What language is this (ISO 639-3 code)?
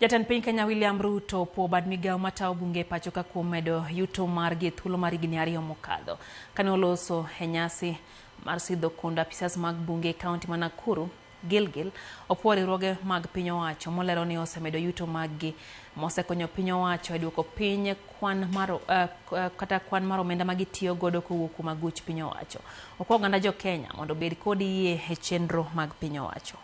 luo